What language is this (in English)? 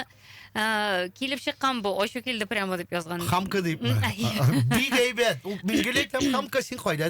Tatar